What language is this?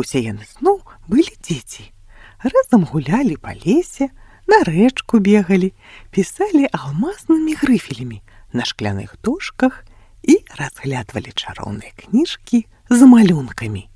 Belarusian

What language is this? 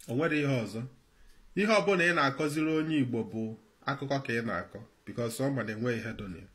Igbo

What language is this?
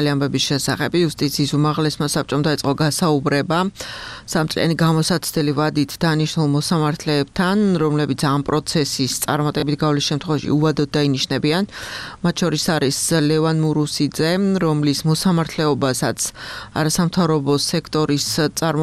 Georgian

